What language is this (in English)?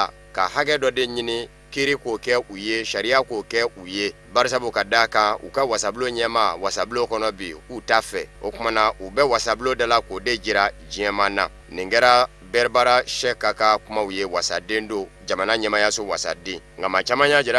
Bambara